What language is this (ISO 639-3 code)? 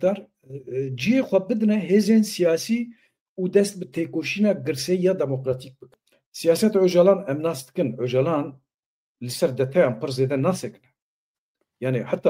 kur